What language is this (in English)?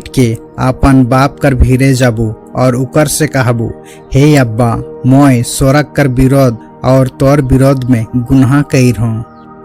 Sadri